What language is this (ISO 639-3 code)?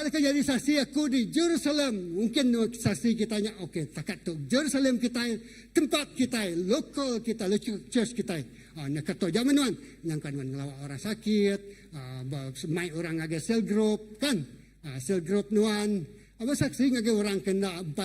iba